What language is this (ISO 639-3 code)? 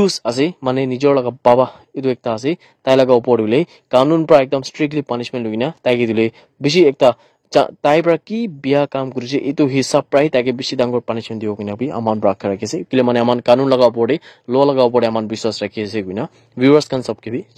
nag